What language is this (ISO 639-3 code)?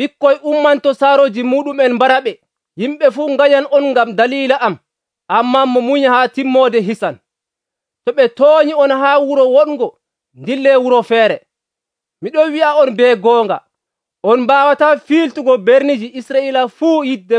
fuv